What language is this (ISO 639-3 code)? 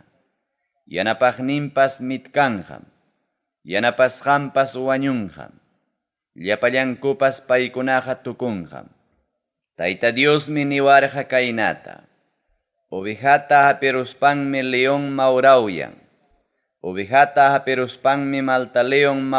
quy